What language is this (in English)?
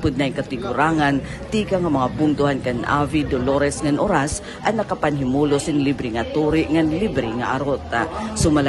Waray